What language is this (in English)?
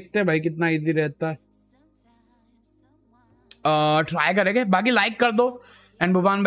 Hindi